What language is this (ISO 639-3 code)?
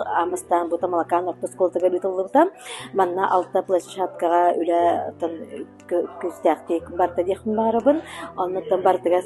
sah